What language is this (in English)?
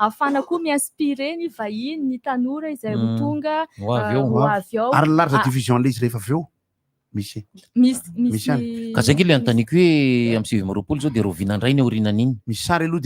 Malagasy